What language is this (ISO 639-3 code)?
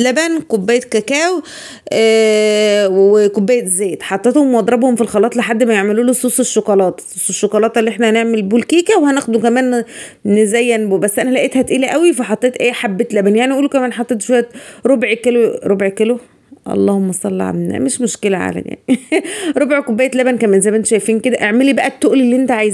arz